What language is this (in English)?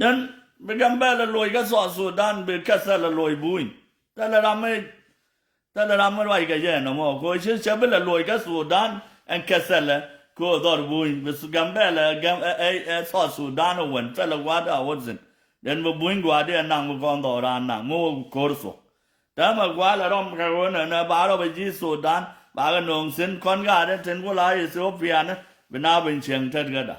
Nuer